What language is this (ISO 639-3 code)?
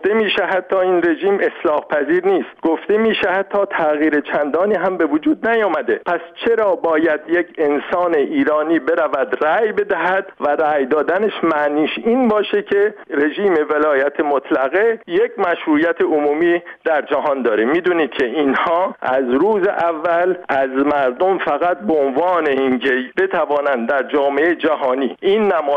fas